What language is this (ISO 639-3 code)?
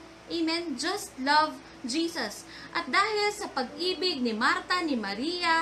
fil